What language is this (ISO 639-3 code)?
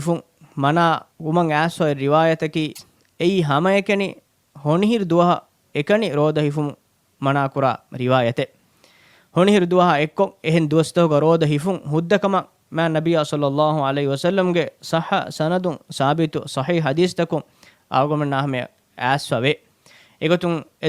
div